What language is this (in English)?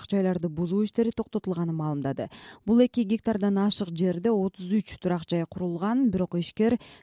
Kyrgyz